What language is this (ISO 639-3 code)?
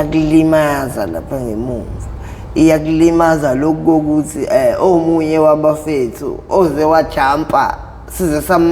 zul